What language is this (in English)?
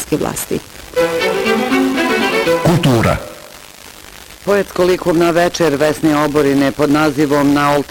Bosnian